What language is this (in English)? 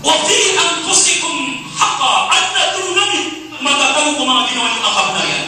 Maranao